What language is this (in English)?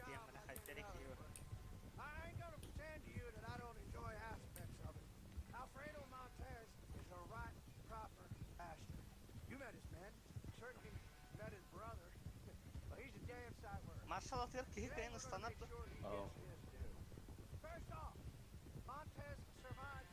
Yakut